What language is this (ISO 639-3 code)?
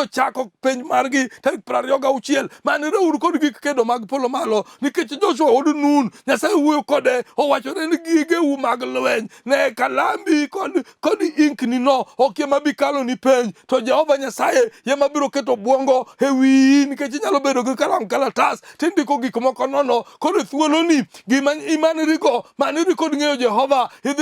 luo